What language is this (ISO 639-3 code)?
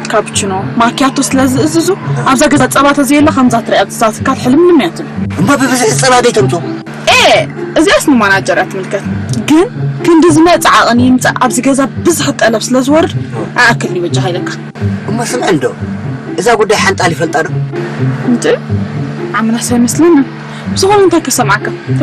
tir